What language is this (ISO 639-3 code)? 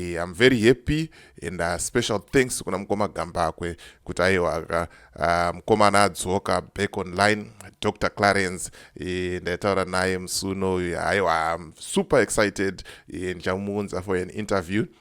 sna